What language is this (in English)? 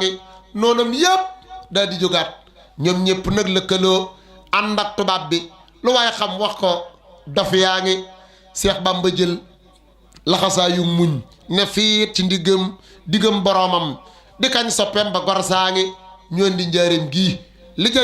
Wolof